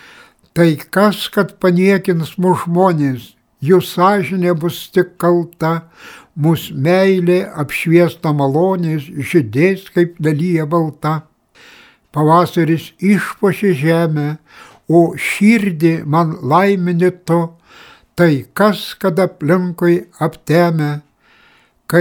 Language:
Lithuanian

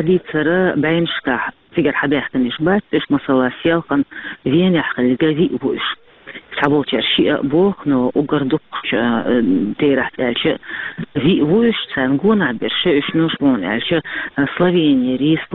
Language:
Chechen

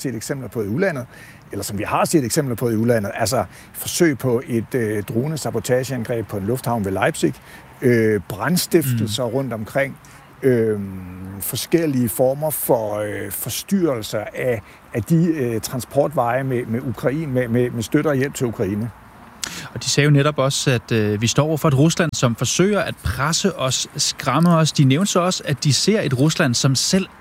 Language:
Danish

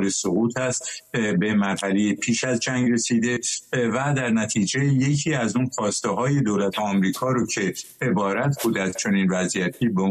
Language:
Persian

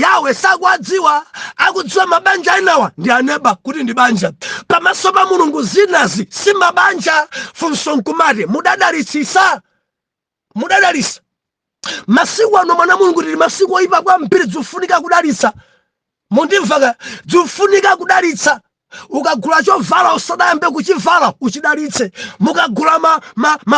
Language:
Nyanja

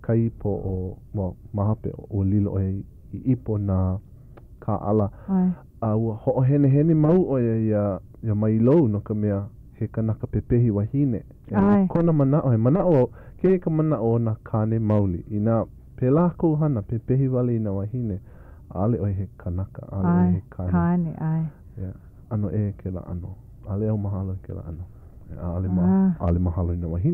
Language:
Hawaiian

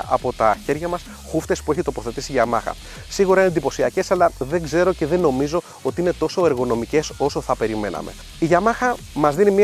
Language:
Greek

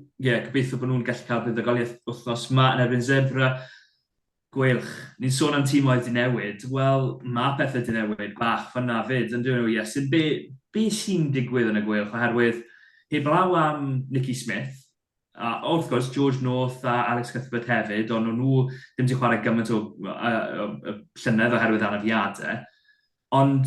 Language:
Welsh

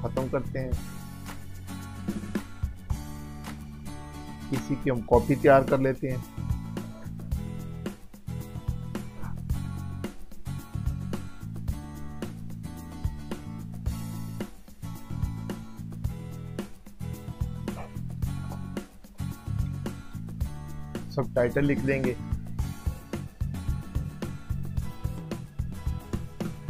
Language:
Hindi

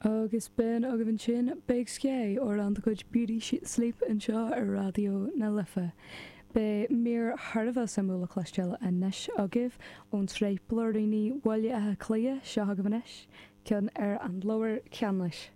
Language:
Irish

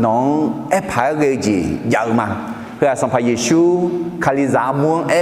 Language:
Akha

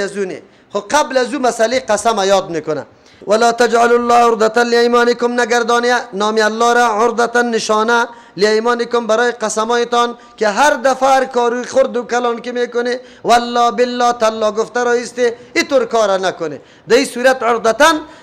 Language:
Persian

